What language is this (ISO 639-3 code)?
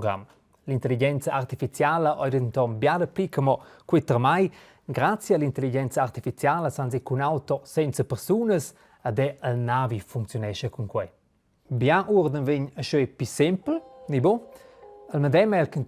roh